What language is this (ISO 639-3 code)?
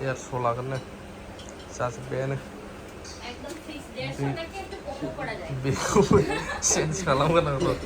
brx